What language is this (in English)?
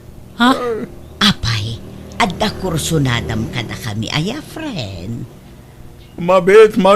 Iloko